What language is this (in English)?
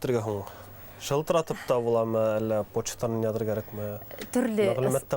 Bashkir